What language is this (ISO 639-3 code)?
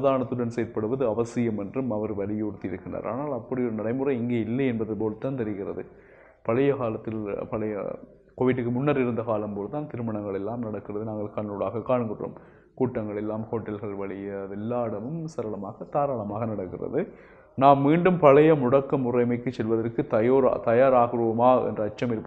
tam